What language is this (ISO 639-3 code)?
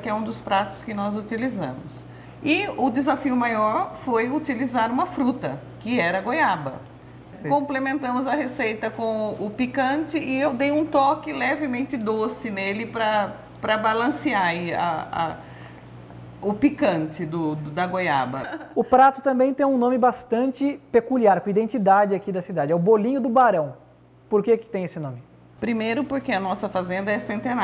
por